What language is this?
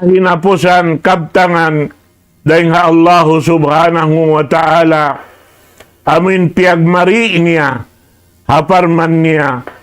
Tausug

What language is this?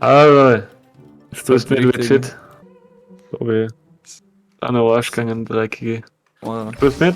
Bavarian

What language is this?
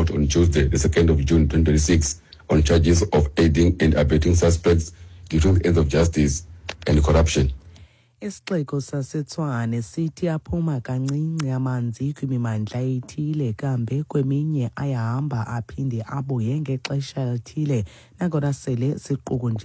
Xhosa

